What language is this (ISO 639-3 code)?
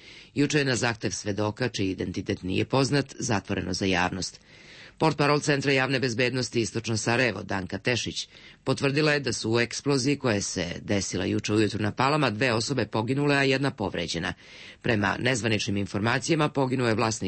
srp